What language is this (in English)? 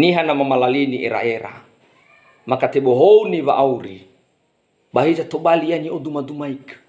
Nias